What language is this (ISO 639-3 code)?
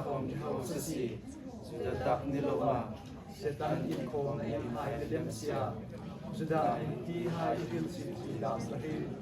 hmr